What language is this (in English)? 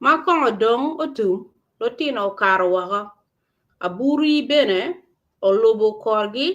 Acoli